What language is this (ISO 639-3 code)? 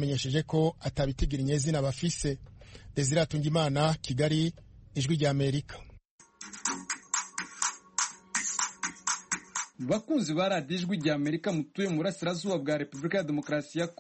kin